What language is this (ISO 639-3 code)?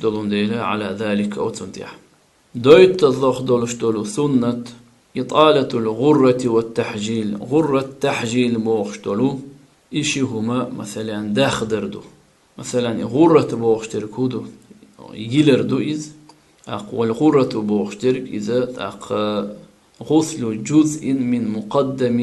che